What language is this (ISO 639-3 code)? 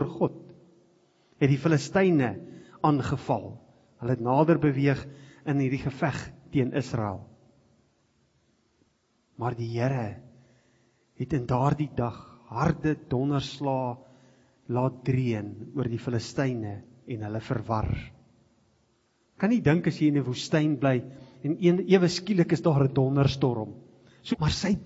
afr